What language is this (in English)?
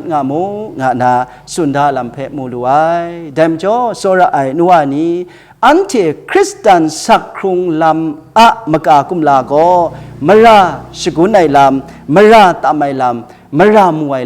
Kachin